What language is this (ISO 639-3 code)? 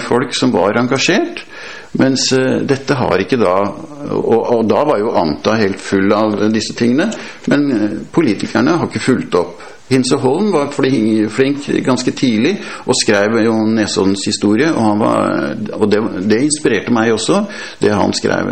nor